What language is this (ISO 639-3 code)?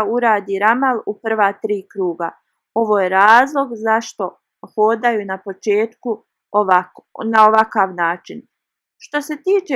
bos